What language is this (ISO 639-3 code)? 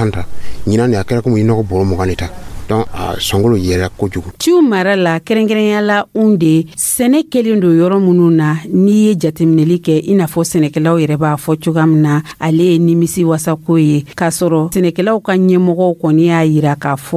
dyu